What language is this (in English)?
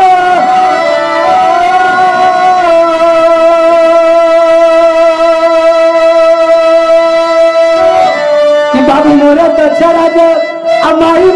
Bhojpuri